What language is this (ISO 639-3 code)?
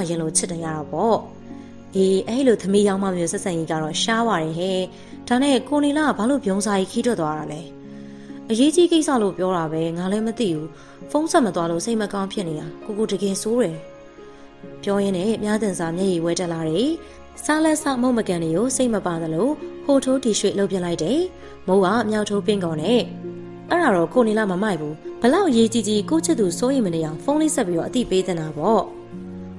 mya